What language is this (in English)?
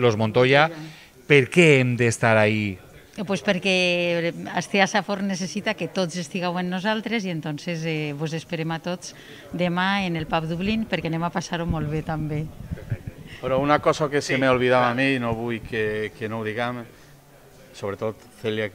Catalan